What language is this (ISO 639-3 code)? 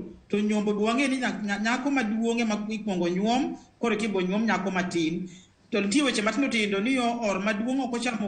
luo